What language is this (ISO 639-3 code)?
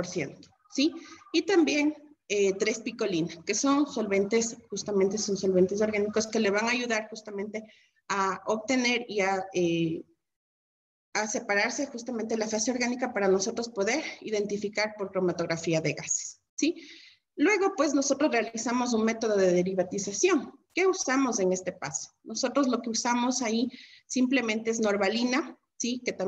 spa